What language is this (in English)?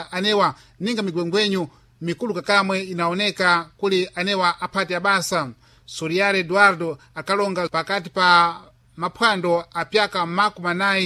Sena